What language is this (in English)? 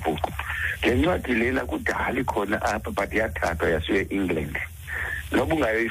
Xhosa